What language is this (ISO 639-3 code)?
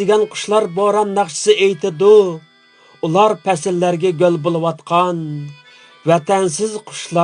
uig